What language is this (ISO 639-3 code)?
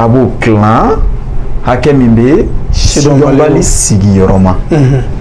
bam